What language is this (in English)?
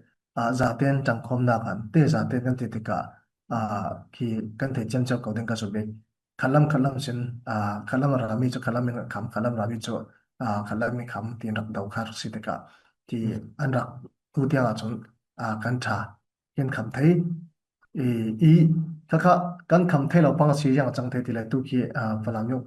Falam Chin